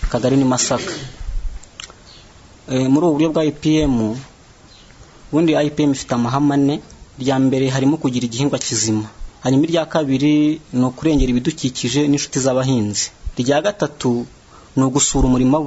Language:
Kinyarwanda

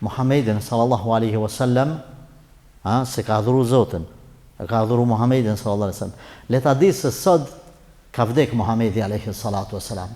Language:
Albanian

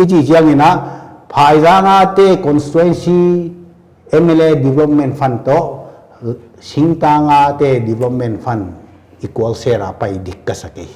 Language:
Paite Chin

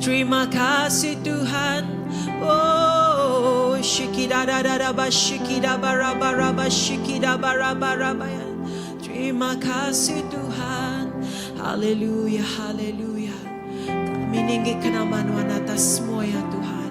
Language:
Iban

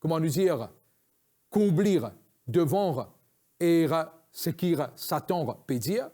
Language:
Morisyen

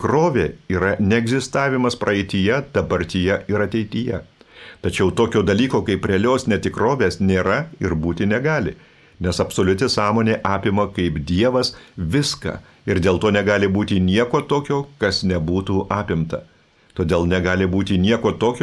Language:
Lithuanian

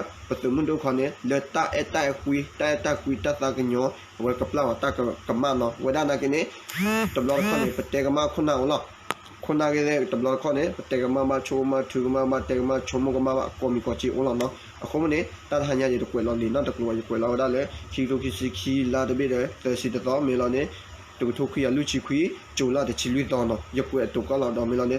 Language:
S'gaw Karen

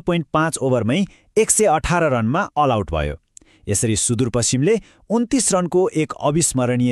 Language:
Nepali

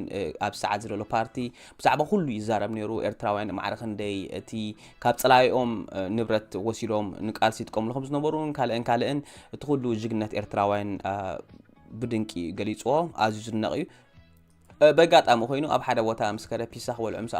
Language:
Tigrinya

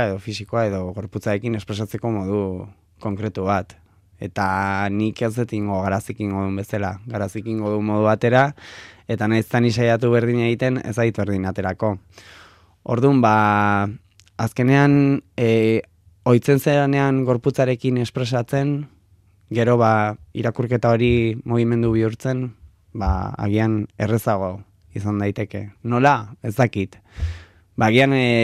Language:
Basque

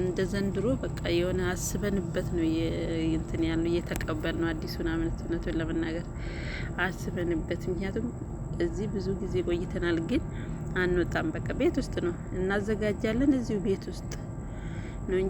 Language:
Amharic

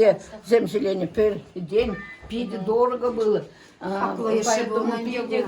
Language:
Chuvash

